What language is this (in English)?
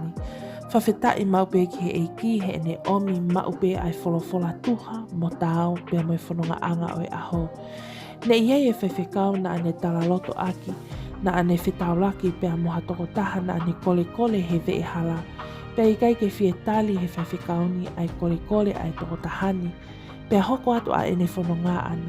Tongan